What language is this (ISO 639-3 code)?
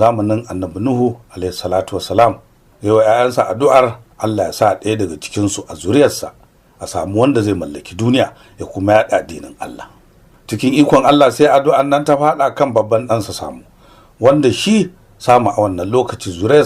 hau